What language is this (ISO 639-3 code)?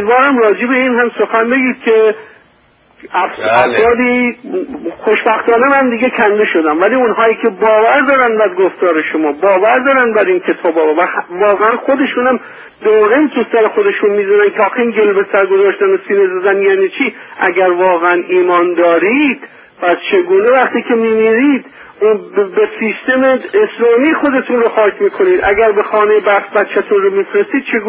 fas